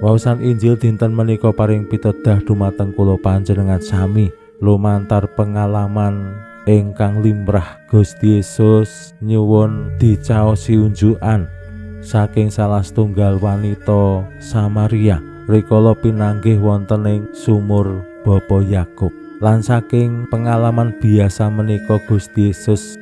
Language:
Javanese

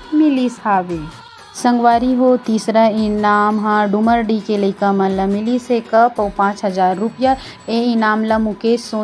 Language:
Chhattisgarhi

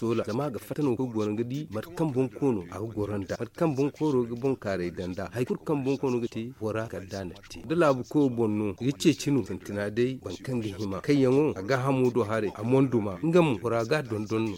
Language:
Zarma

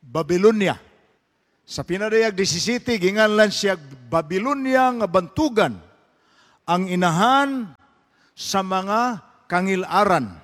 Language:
Cebuano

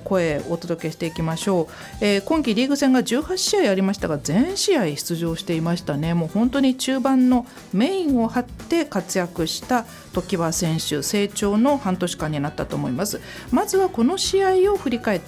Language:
Japanese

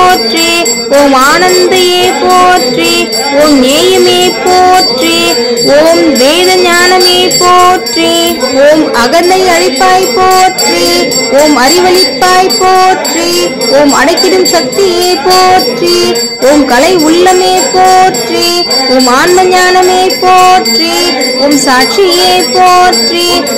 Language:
Tamil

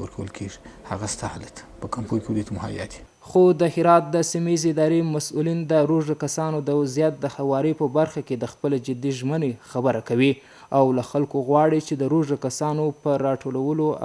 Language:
Pashto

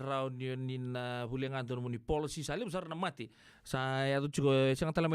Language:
Fijian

